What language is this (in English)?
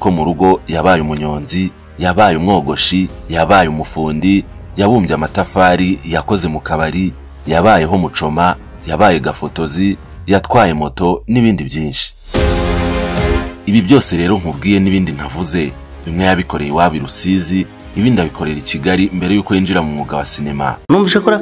Kinyarwanda